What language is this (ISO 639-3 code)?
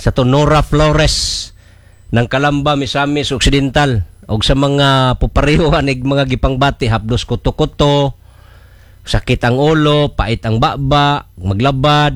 ceb